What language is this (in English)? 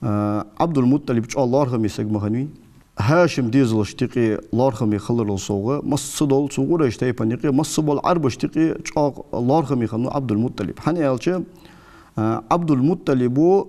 Ingush